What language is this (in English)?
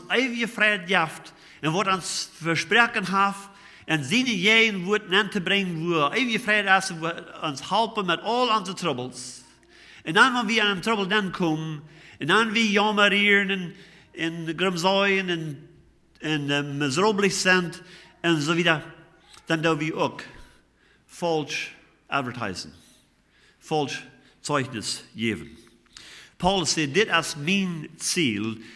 Plautdietsch